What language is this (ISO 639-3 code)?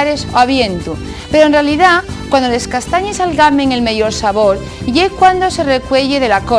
ast